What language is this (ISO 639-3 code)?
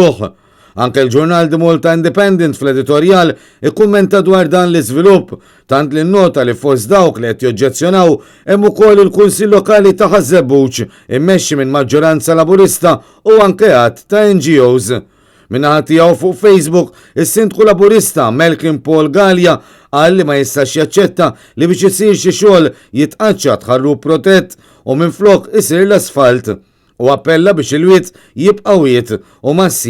mlt